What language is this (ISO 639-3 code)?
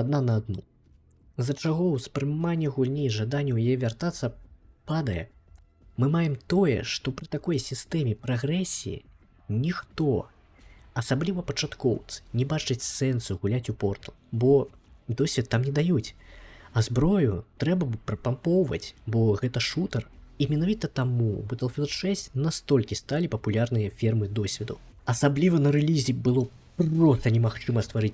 bel